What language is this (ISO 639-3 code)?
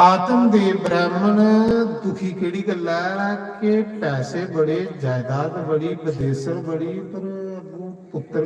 doi